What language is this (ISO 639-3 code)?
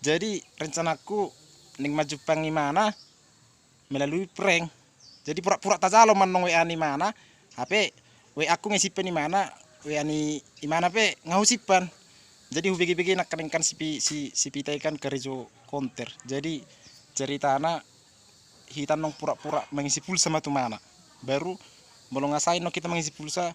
bbc